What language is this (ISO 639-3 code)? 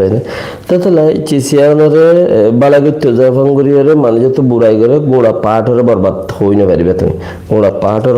rhg